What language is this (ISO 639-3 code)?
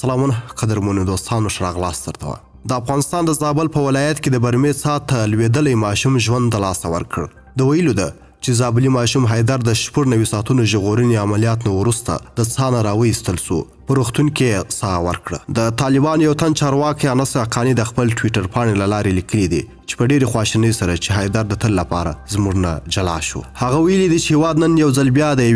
pus